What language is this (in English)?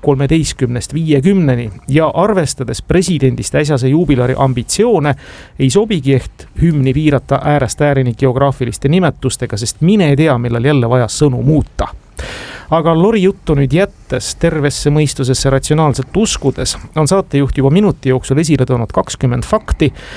Estonian